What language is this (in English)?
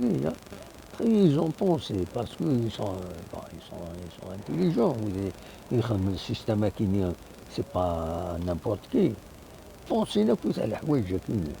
Kabyle